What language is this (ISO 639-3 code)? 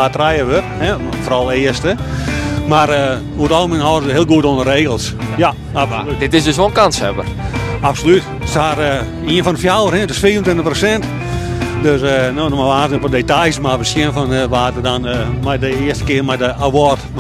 fry